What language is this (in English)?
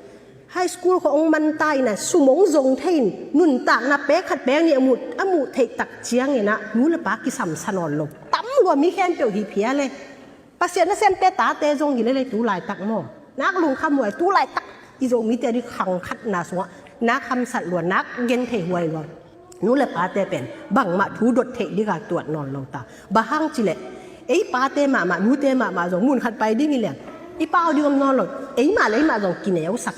Tedim Chin